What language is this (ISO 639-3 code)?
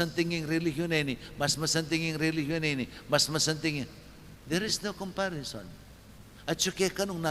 pam